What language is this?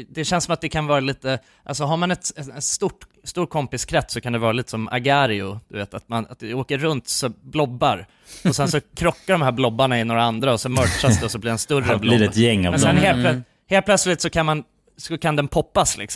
Swedish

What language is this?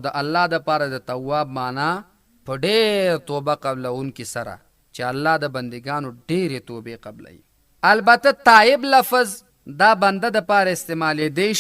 Pashto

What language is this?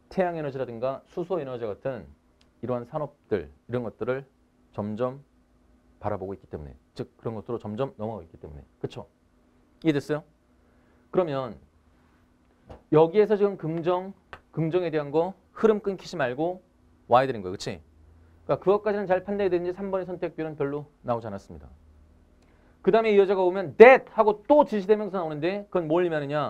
Korean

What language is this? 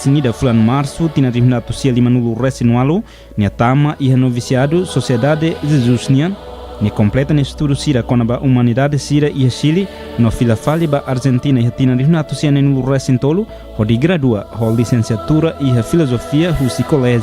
Tetum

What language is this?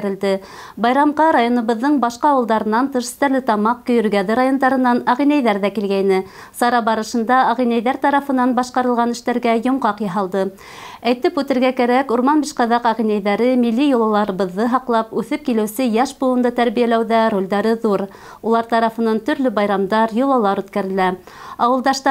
Bashkir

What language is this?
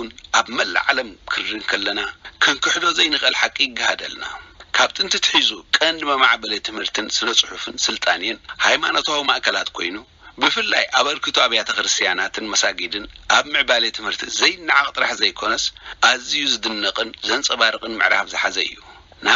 Tigrinya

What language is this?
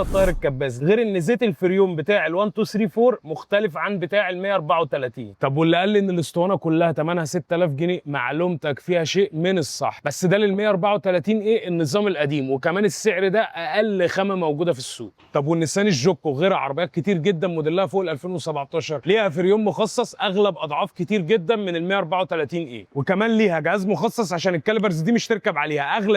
Egyptian Arabic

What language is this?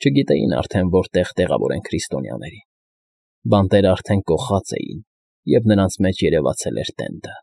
Armenian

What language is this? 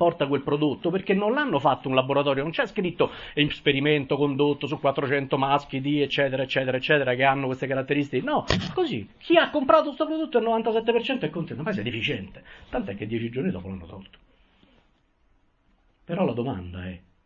Italian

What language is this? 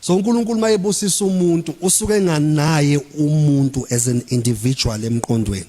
Zulu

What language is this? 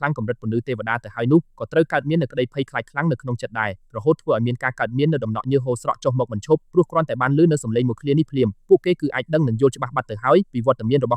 Khmer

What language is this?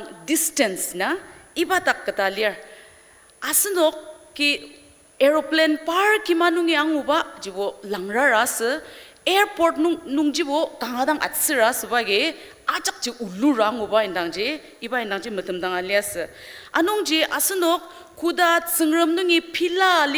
Ao Naga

